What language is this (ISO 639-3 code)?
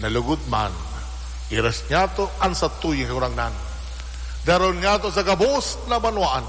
bik